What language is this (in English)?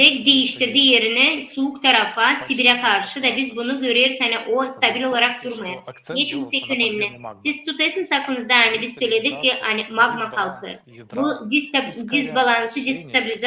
Gagauz